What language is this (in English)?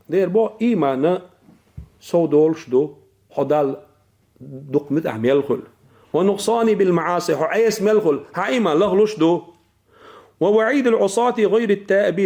Chechen